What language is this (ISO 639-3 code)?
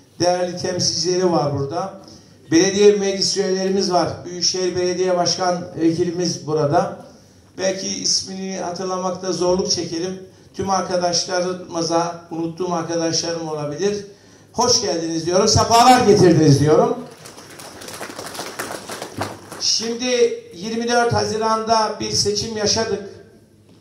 tur